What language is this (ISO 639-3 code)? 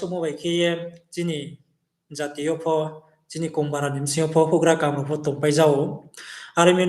ria